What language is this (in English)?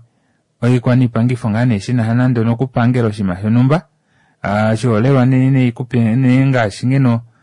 Kuanyama